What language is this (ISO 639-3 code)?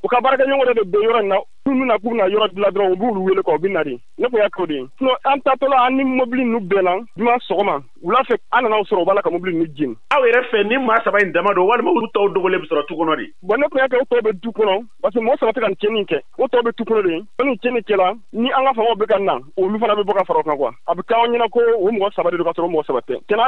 bam